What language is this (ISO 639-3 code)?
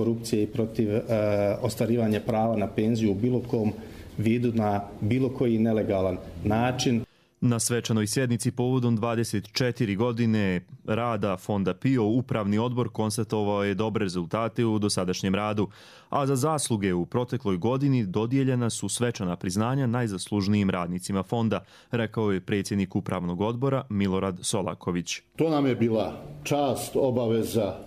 hrv